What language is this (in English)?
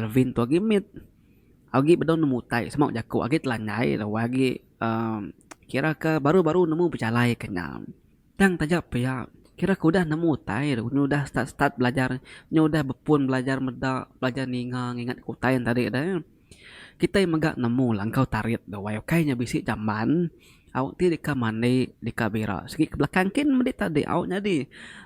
Iban